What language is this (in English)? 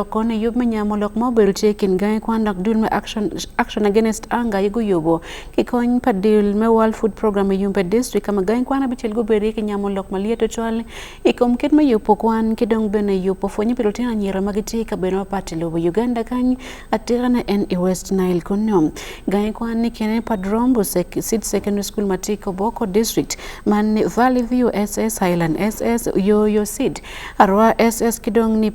Acoli